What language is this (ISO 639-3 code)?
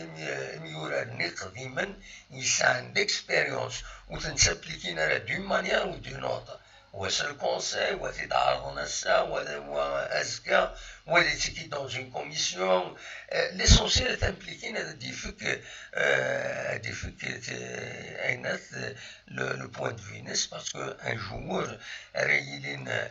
kab